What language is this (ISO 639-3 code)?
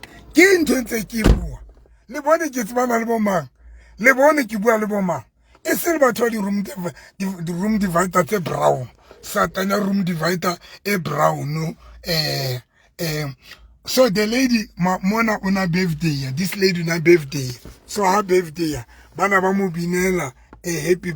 sot